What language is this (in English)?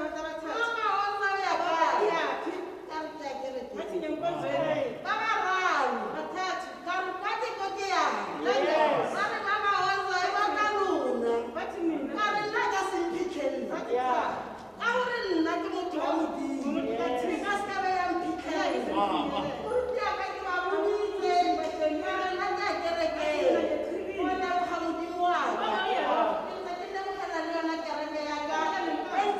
Tswana